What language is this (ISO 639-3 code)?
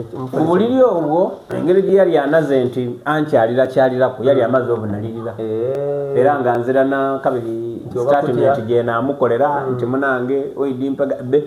xog